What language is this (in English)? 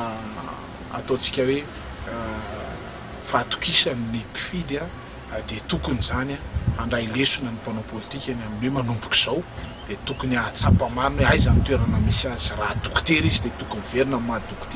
Malagasy